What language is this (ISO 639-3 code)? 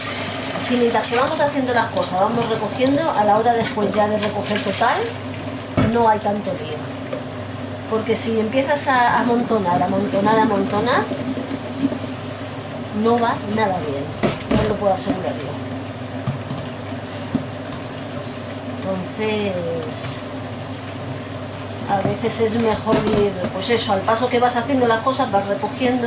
spa